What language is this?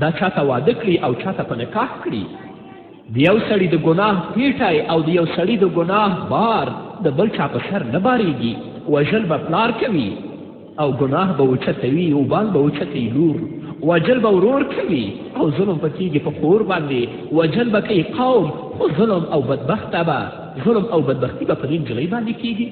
Pashto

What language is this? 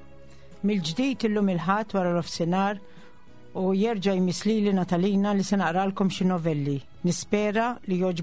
Maltese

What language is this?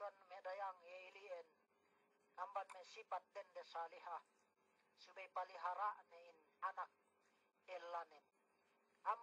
Yakan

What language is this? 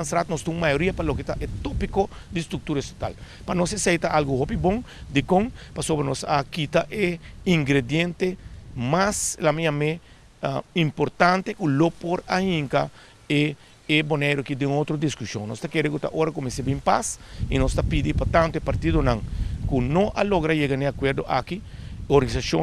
Papiamento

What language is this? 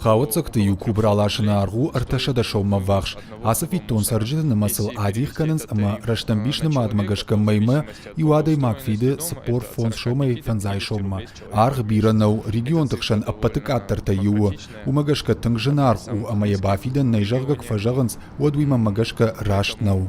Ossetic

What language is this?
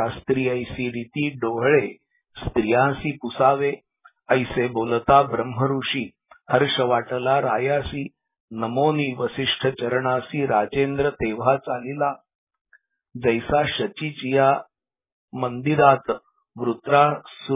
Marathi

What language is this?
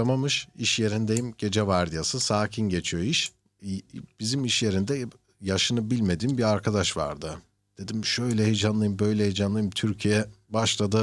Turkish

